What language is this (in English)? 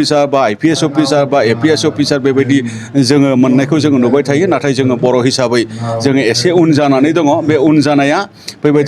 Bodo